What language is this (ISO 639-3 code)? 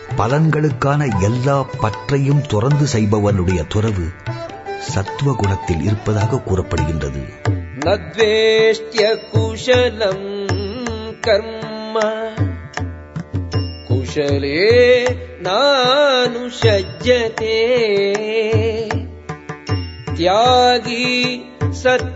tam